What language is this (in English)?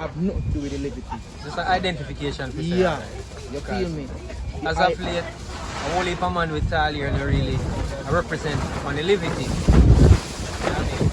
Jamaican Creole English